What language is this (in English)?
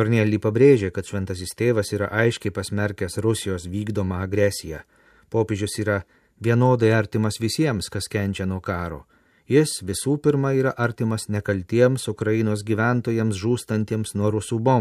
Lithuanian